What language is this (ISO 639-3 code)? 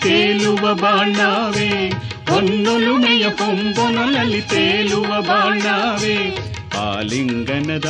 kan